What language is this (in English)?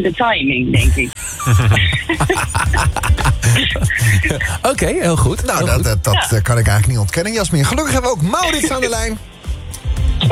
Dutch